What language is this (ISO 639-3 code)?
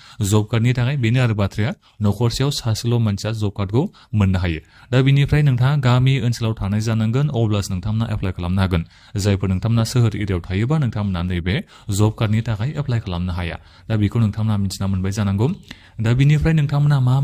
brx